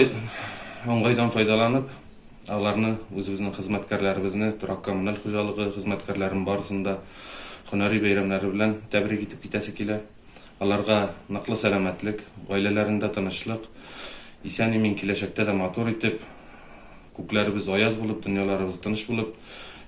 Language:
Tatar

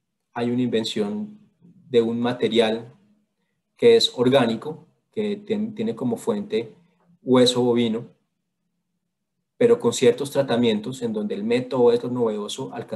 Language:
Spanish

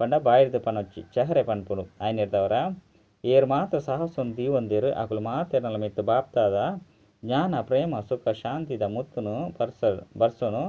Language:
Tulu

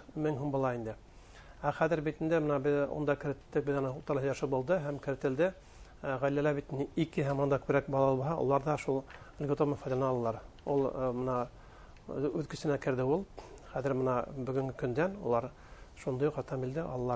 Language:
Bashkir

